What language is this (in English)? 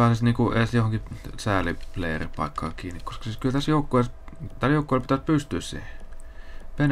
Finnish